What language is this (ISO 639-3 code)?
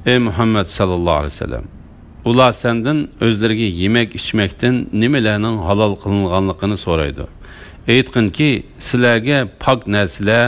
uig